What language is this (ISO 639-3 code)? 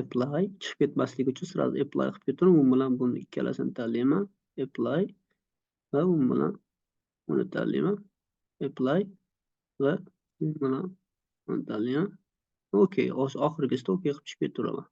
uzb